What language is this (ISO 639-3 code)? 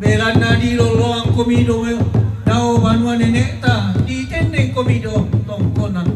sda